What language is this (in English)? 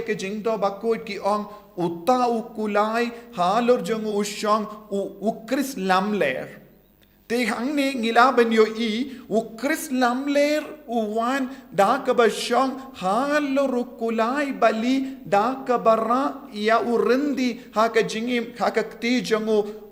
Khasi